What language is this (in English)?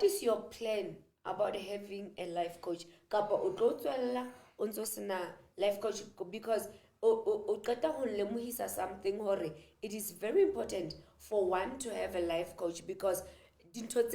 Southern Sotho